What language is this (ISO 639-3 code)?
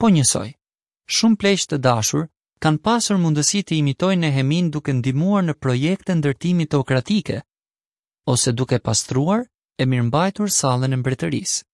sqi